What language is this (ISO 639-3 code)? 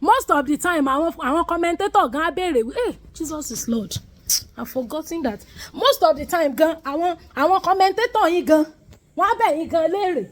yor